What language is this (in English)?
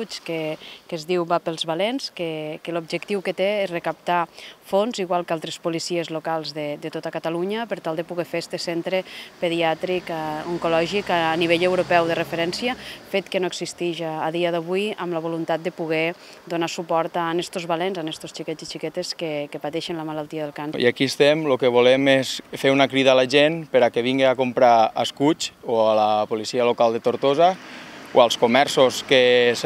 Catalan